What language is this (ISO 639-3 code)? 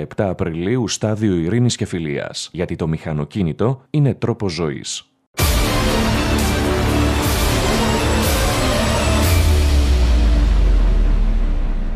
ell